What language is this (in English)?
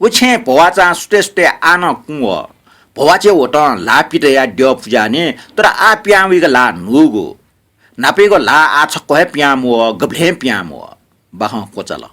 Newari